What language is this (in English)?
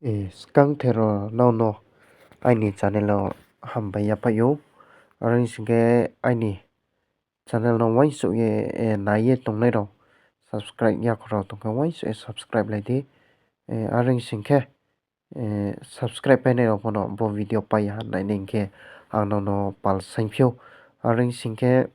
Riang (India)